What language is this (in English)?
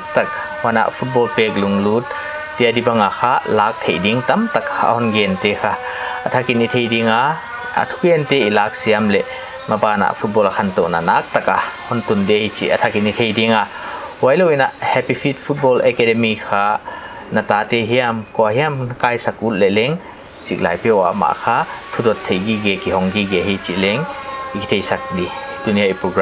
Paite Chin